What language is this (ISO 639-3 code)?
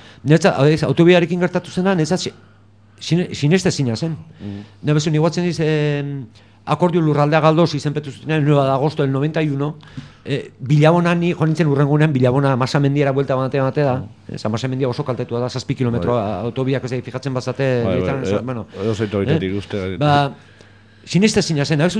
eus